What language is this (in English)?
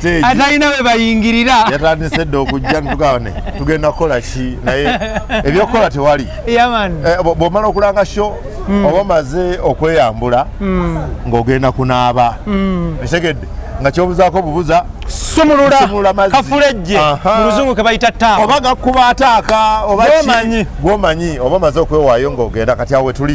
Ganda